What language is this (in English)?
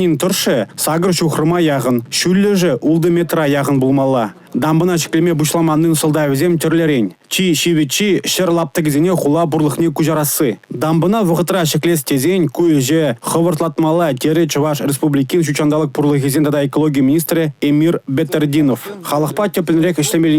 Chuvash